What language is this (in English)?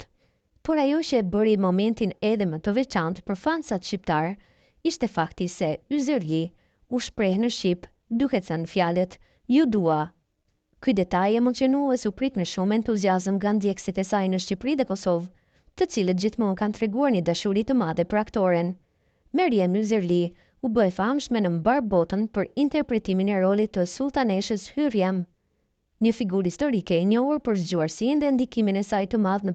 Albanian